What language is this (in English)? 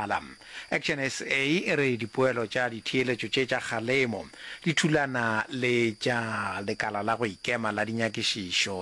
Northern Sotho